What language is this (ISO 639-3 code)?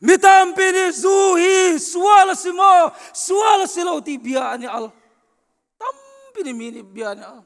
cnh